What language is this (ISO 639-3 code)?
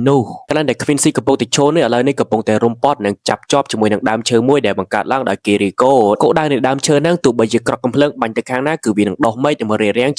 khm